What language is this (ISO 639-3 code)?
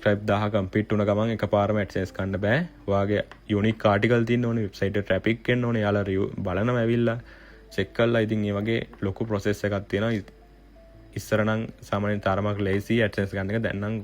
sin